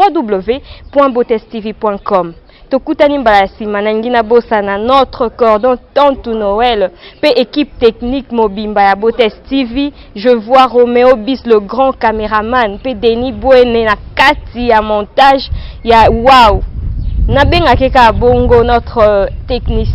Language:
Lingala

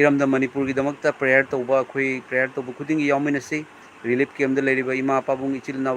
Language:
Manipuri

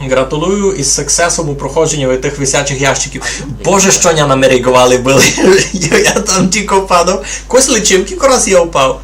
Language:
Rusyn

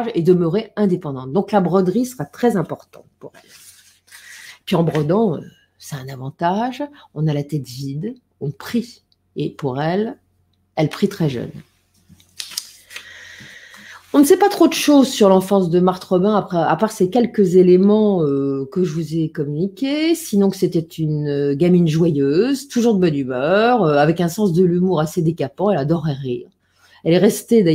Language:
French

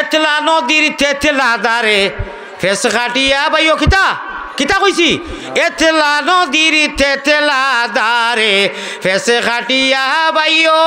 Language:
Sylheti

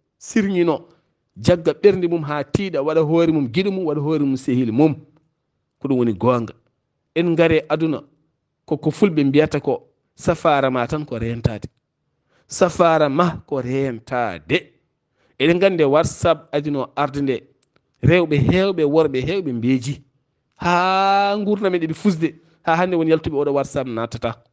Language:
Fula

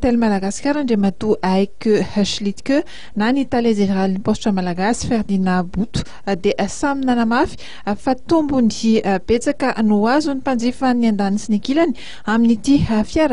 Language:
Malagasy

